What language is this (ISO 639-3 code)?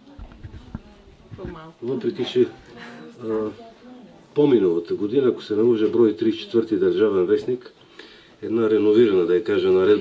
bul